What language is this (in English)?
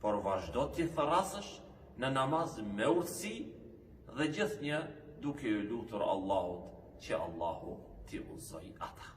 Albanian